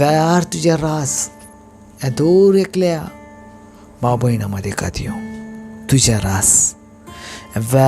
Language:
Konkani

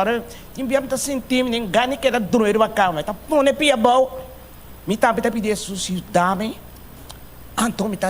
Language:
Papiamento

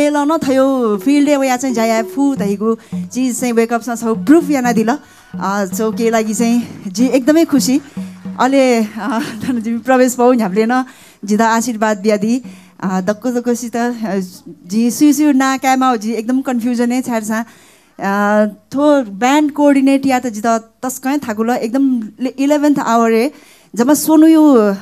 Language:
Newari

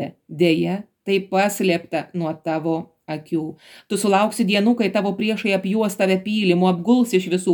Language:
Lithuanian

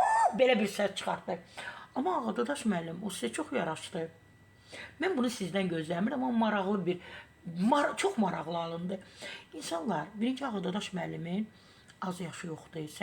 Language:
Azerbaijani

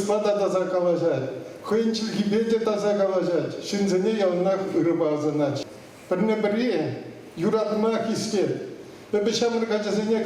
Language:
Chuvash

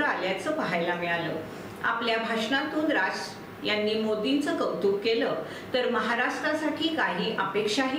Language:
Marathi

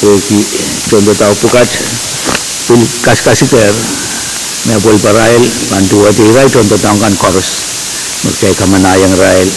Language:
Pohnpeian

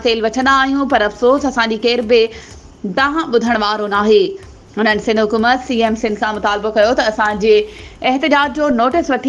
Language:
Sindhi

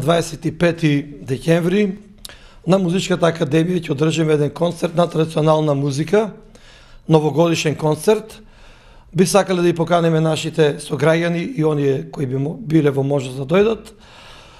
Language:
Macedonian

